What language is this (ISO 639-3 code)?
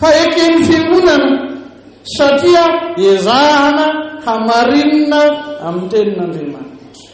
mlg